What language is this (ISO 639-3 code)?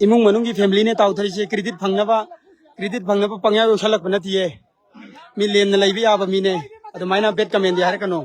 mni